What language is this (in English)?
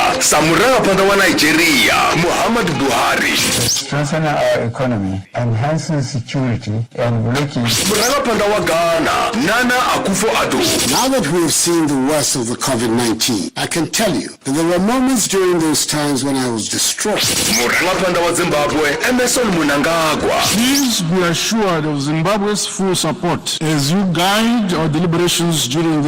Venda